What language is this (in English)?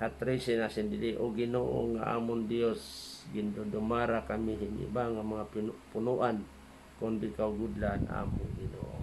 Waray